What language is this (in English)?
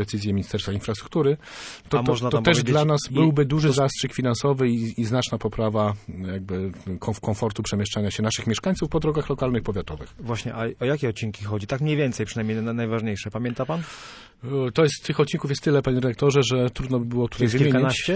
Polish